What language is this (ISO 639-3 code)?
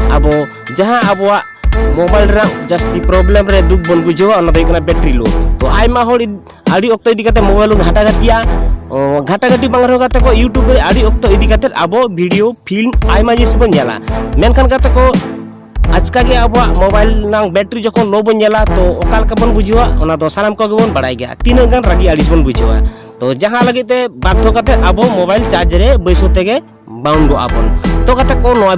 sat